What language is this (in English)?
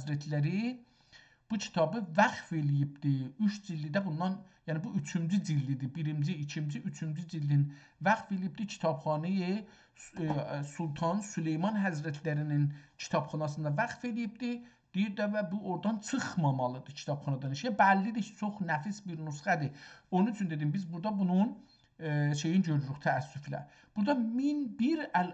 South Azerbaijani